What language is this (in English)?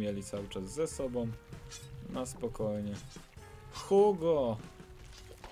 Polish